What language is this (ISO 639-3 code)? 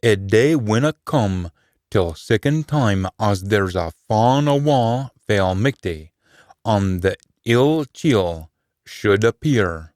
sco